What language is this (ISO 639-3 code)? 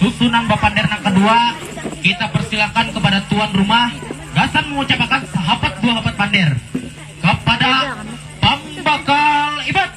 bjn